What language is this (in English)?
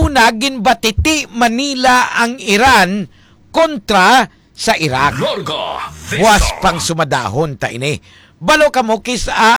Hiligaynon